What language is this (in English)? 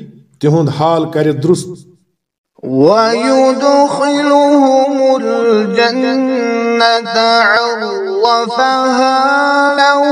Kashmiri